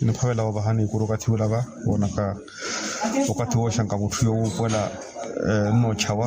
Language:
Makhuwa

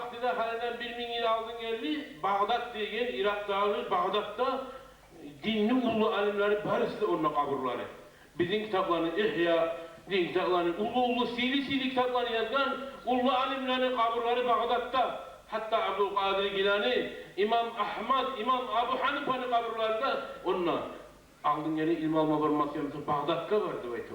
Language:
Kumyk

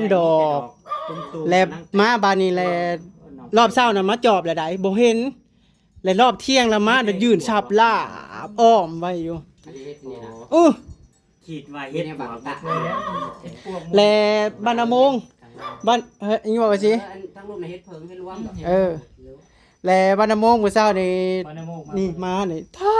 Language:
Northeastern Thai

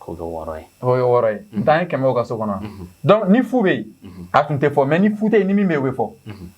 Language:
Bambara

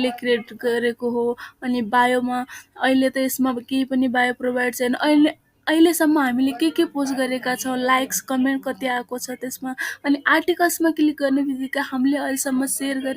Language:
Nepali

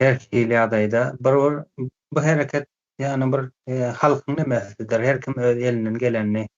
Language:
Turkmen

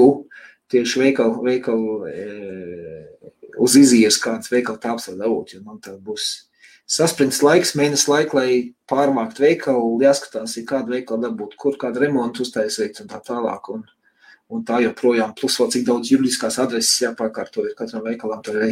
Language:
Latvian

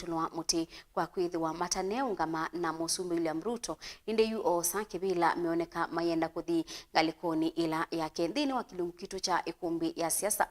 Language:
Kamba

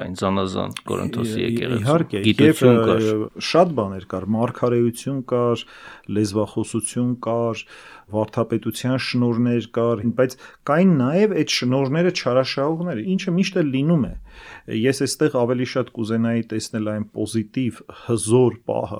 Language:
Armenian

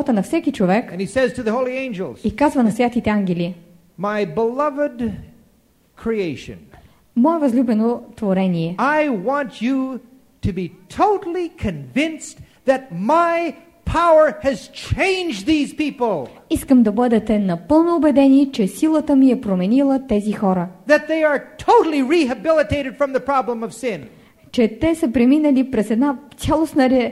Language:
Bulgarian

